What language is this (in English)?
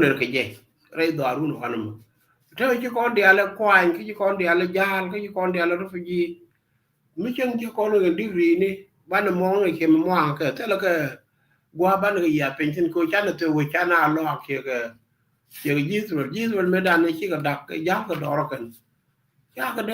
Nuer